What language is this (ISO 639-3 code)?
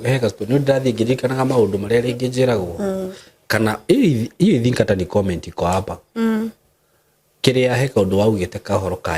kik